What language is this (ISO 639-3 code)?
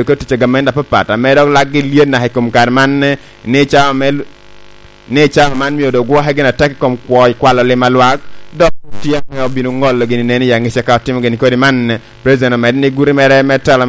laj